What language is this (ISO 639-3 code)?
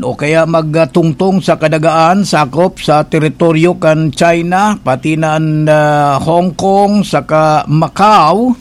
bik